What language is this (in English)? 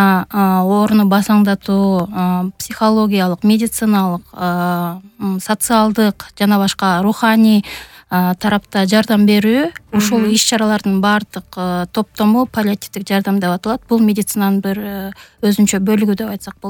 Kyrgyz